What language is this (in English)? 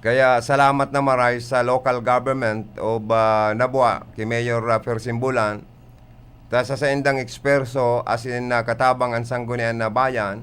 Bikol